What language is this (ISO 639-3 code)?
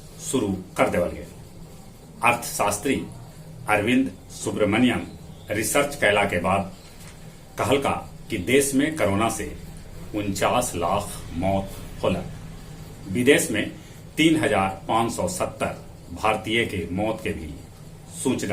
mag